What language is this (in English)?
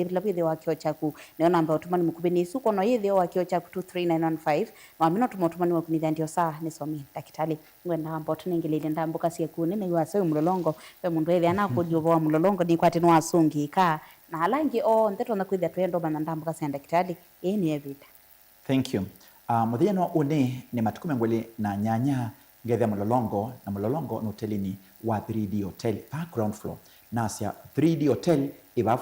Kamba